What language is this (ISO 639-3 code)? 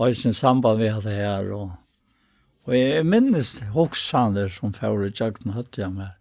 fao